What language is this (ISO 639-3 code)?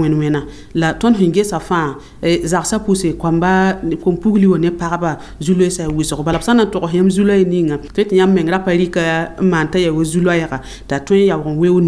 mos